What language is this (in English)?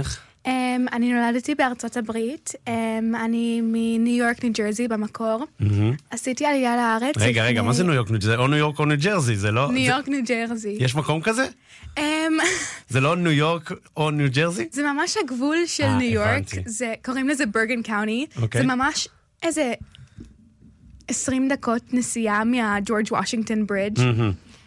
Hebrew